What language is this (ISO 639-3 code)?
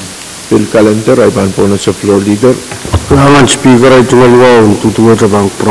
pon